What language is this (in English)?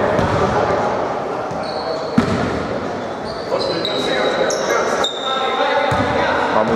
Greek